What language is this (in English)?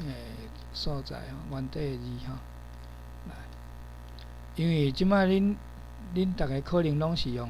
Min Nan Chinese